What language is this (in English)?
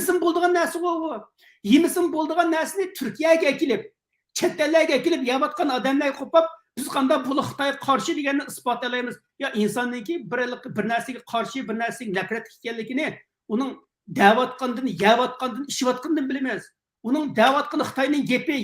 Uyghur